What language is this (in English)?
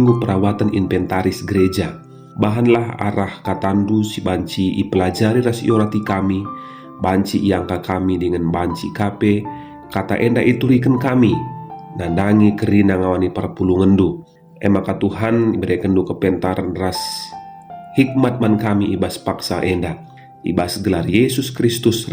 Batak Karo